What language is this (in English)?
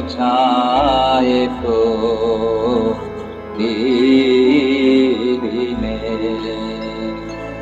Bangla